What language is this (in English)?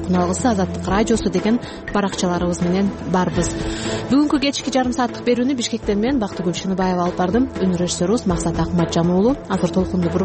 Kyrgyz